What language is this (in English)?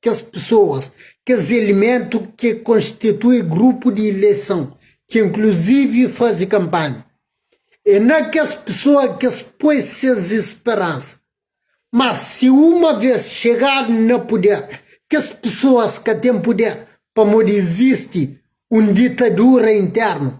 Kabuverdianu